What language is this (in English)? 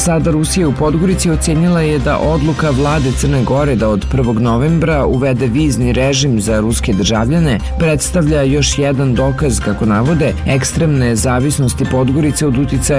Serbian